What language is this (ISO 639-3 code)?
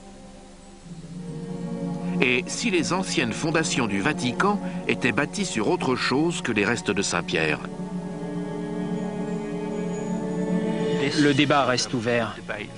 fra